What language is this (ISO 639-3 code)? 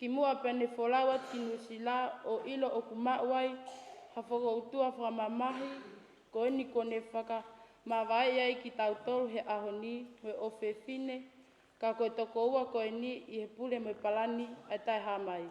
ton